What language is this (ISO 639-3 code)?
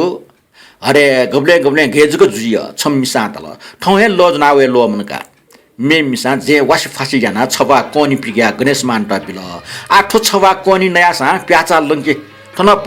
new